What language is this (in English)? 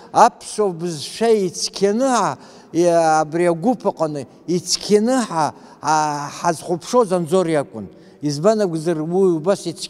Abkhazian